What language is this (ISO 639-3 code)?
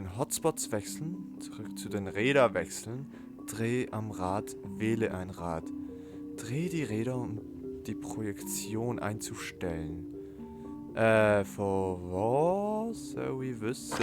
gsw